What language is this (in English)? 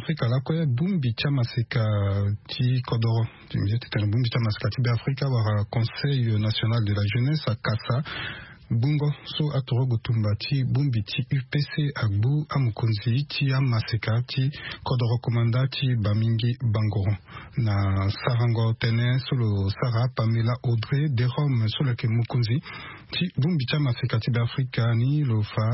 Sango